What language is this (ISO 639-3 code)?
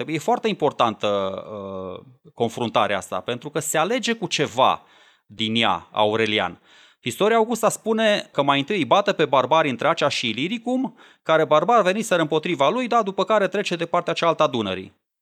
ron